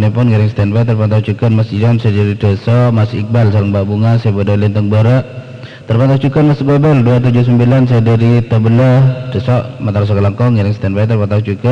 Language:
Madurese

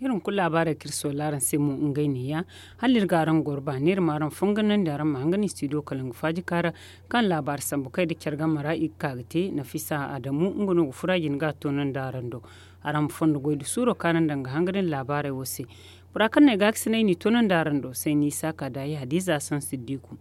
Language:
Zarma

